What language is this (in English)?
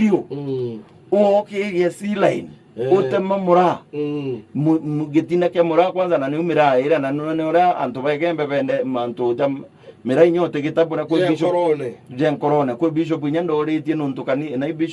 Meru